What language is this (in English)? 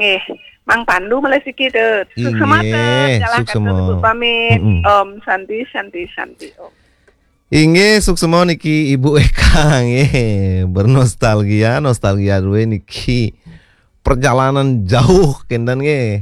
Balinese